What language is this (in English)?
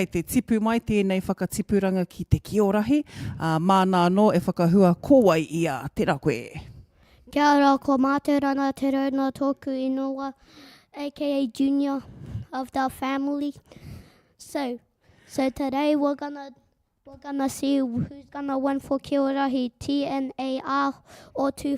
Māori